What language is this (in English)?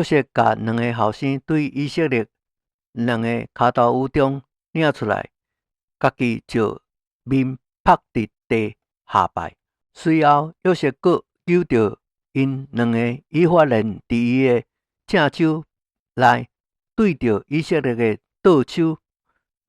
Min Nan Chinese